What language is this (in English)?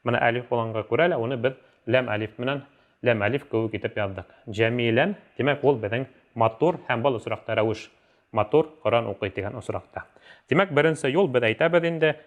Bashkir